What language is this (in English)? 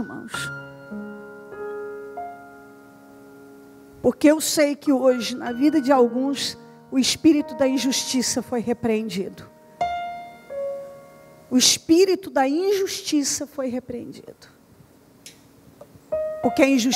Portuguese